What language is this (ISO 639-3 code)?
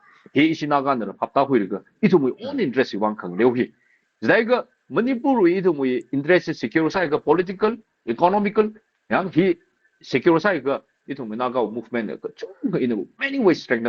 nmf